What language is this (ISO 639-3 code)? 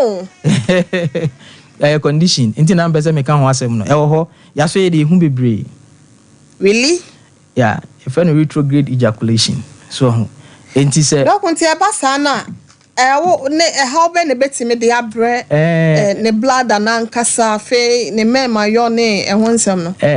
aka